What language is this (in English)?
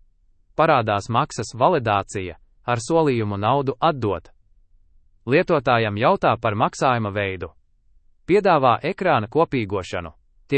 Latvian